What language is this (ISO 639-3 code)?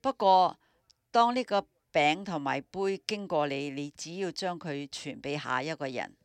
yue